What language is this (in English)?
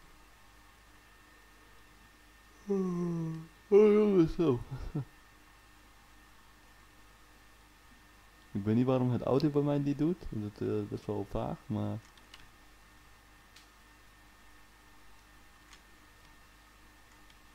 Dutch